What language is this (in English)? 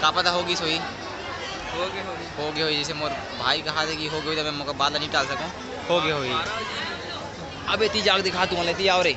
Chhattisgarhi